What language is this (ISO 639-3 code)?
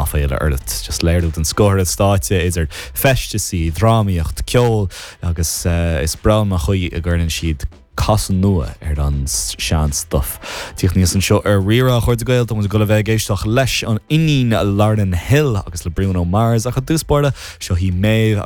gle